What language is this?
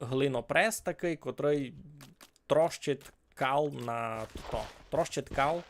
Rusyn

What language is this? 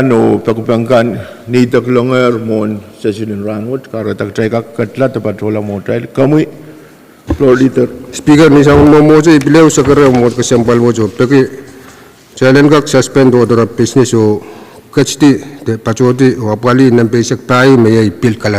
Pohnpeian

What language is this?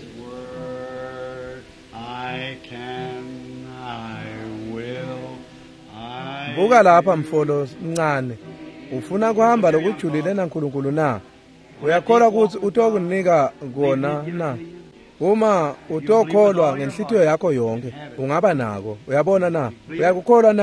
Swati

